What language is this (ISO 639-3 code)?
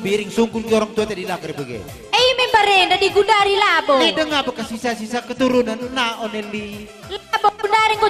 btx